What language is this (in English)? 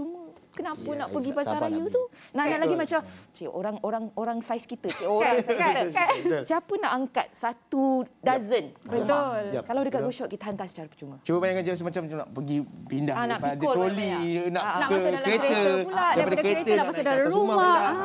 Malay